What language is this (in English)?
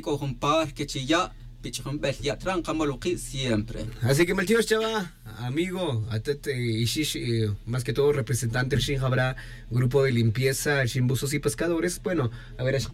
Tz'utujil